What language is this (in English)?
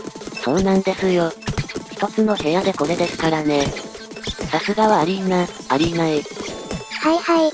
Japanese